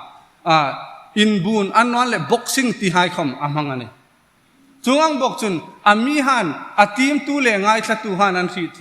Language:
Hmar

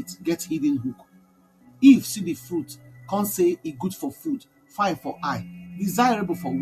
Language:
Nigerian Pidgin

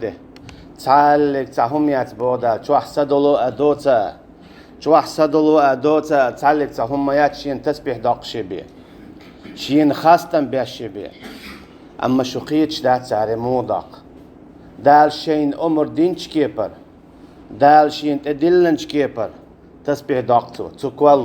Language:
Chechen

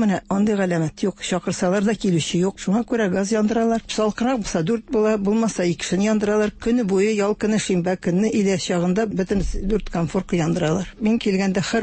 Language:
Tatar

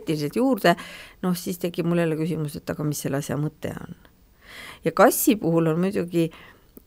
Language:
Estonian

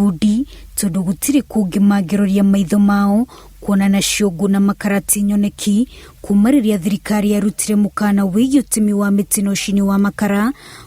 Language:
Kikuyu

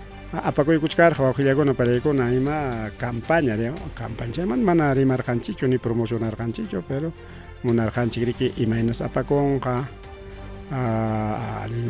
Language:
Ayacucho Quechua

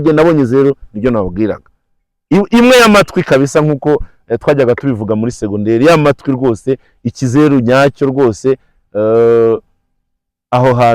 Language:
Kinyarwanda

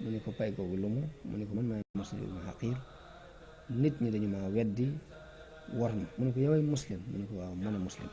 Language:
Wolof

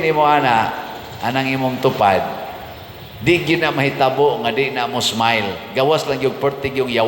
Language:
Cebuano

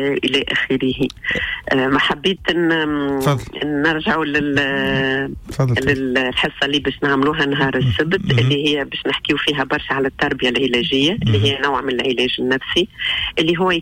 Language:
Tunisian Arabic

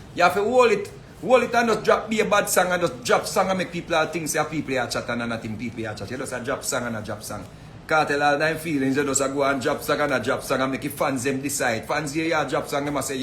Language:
Jamaican Creole English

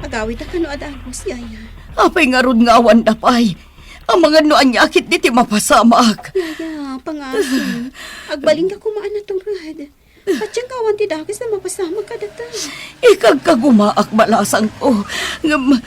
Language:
Iloko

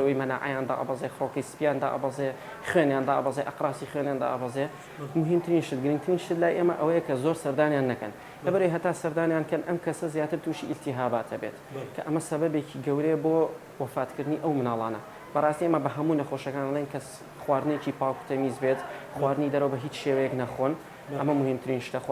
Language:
Central Kurdish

